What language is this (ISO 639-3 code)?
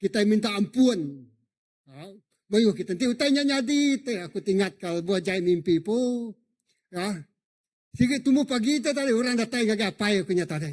iba